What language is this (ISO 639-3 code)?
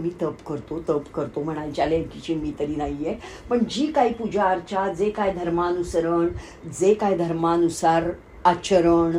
mar